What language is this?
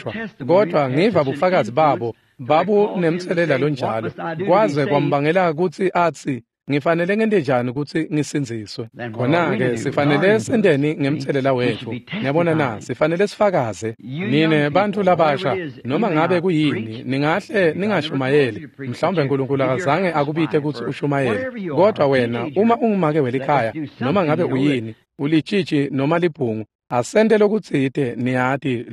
Swati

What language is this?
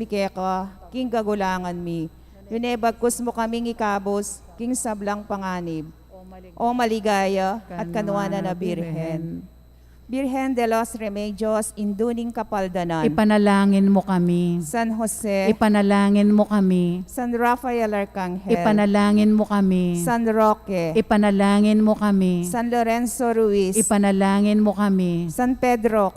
Pampanga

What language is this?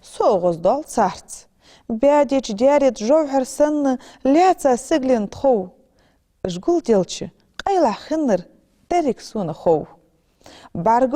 Ingush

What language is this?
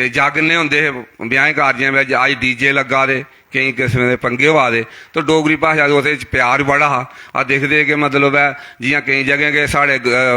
Dogri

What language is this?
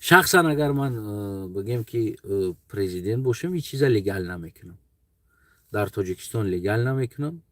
Tajik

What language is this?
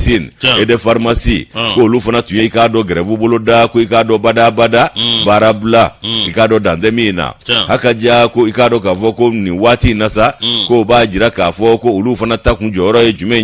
Bambara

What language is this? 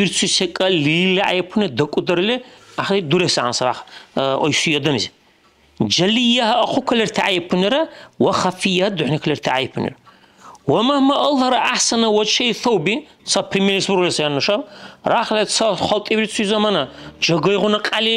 Dargwa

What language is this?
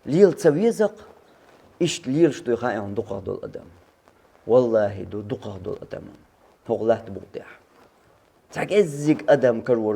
Chechen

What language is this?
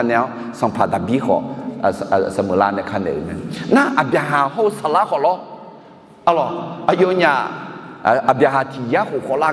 Akha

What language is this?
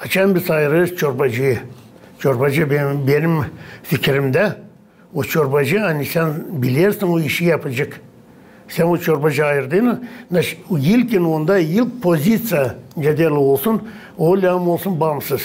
Gagauz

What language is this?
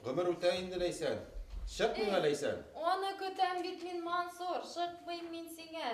Bashkir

